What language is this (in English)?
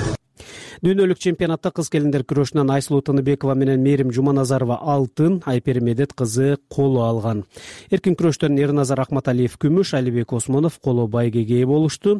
Kyrgyz